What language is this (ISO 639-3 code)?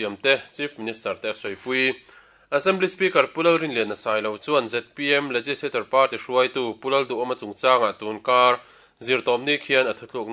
lus